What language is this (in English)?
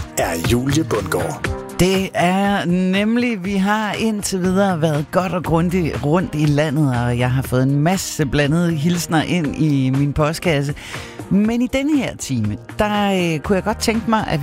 Danish